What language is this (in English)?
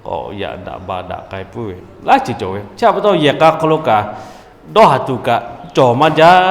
Lahu